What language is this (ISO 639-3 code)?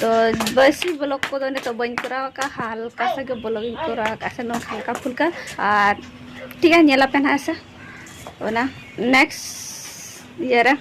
sat